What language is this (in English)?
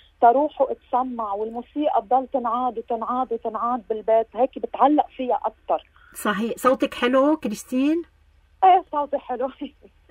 North Levantine Arabic